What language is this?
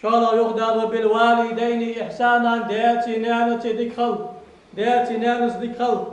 Ingush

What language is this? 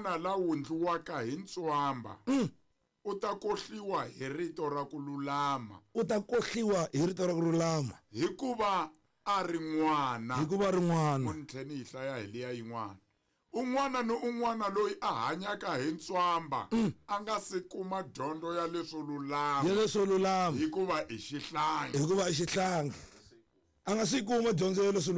Tsonga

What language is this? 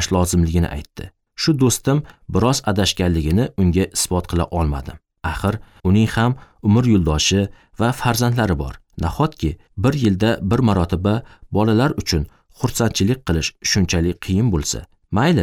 Uzbek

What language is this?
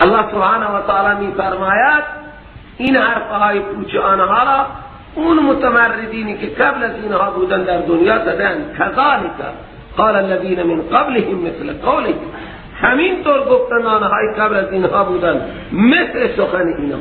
Persian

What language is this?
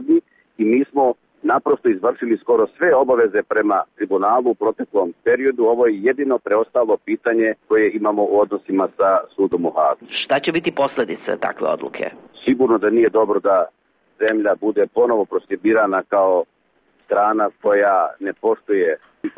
Serbian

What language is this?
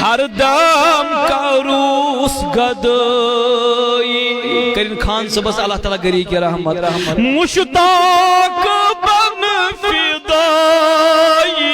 Kashmiri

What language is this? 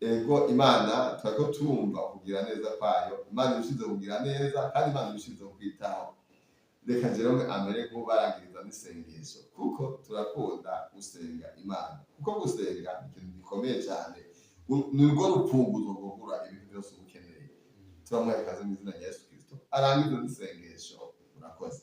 Rundi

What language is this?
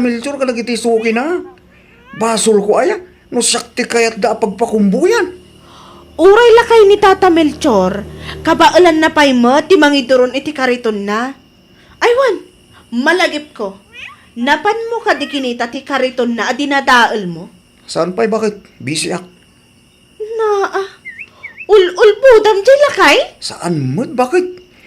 Iloko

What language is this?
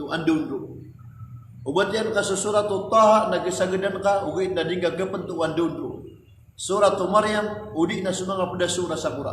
Maranao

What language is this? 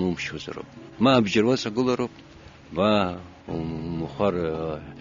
Abkhazian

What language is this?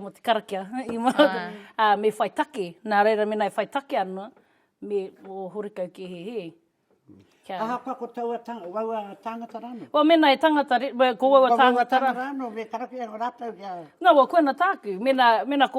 Māori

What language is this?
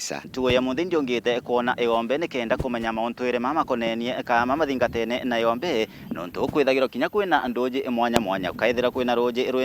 Meru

